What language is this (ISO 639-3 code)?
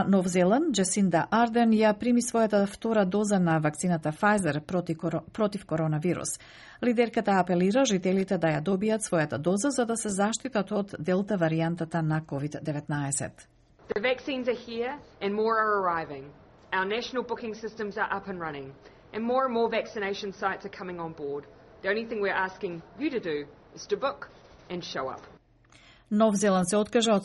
mkd